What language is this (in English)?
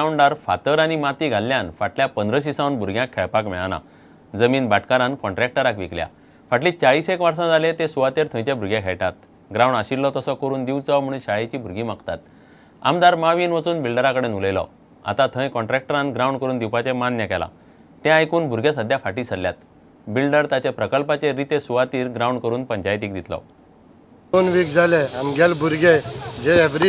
Konkani